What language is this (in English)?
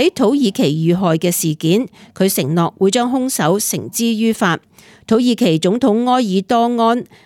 Cantonese